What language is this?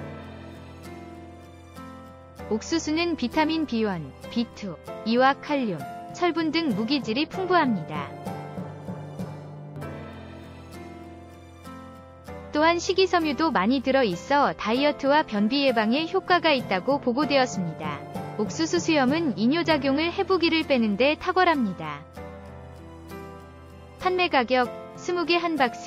Korean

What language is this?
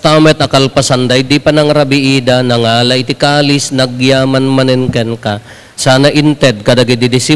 Iloko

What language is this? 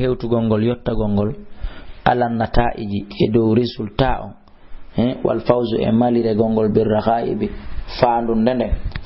Fula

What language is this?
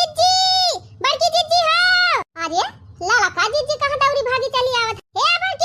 Awadhi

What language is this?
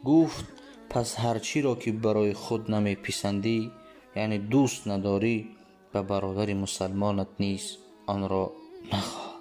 Tajik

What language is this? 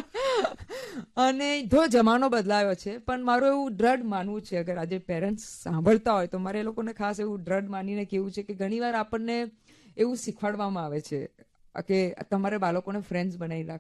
Gujarati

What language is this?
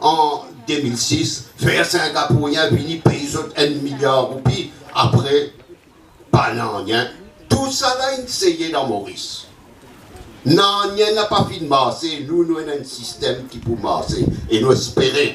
Morisyen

